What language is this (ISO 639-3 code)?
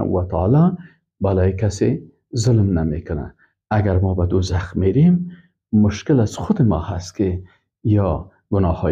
fas